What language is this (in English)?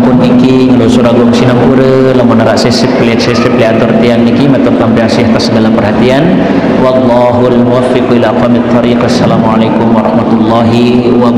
Sasak